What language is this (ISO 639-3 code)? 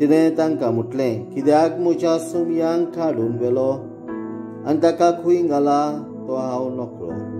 kok